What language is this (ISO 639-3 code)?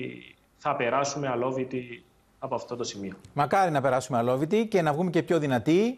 ell